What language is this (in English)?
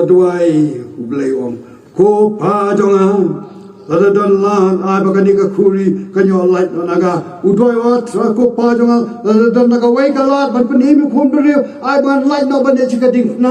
Khasi